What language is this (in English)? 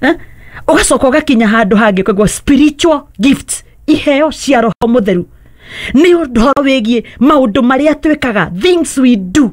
Kikuyu